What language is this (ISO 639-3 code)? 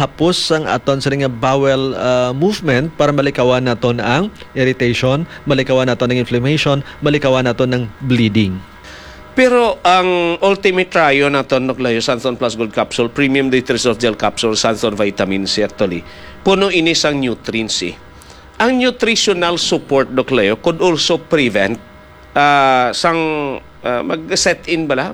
hil